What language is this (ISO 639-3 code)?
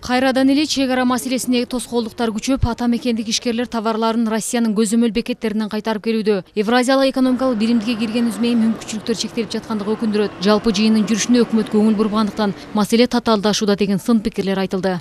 kir